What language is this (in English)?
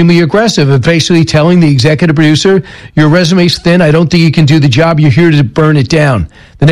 English